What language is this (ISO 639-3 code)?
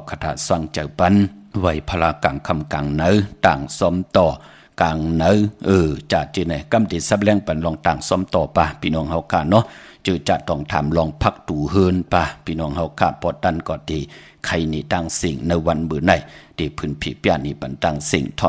shn